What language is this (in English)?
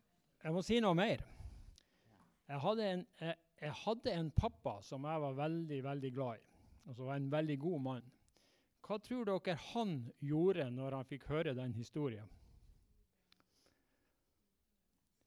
Norwegian